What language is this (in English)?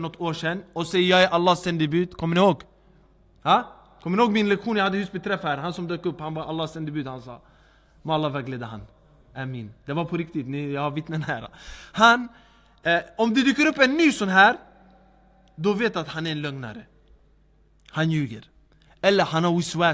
Swedish